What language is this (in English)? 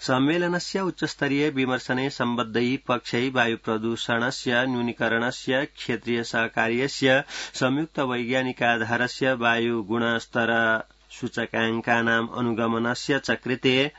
Sanskrit